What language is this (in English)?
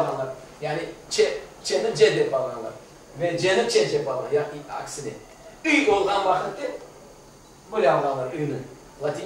Crimean Tatar